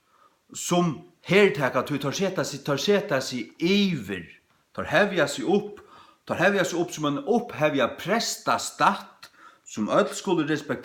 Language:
Faroese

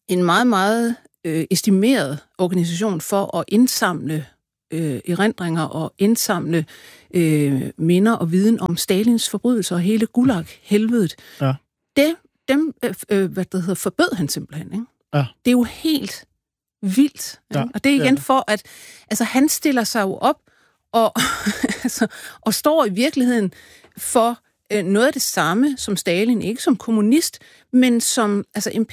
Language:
Danish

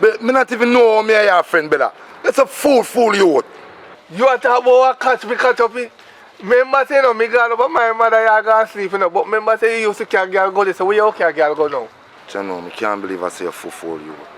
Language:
Jamaican Creole English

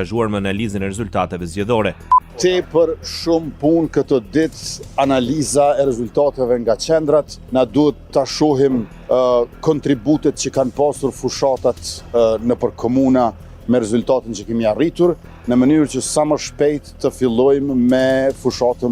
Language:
Albanian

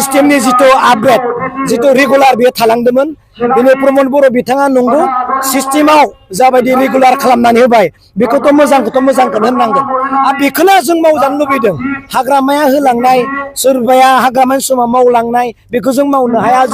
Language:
Bodo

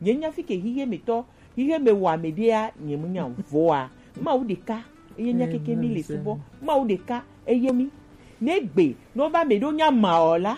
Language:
Gen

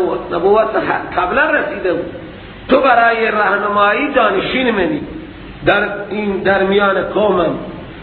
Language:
Persian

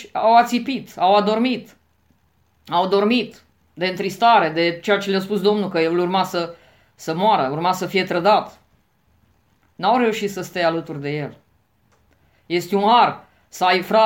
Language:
Romanian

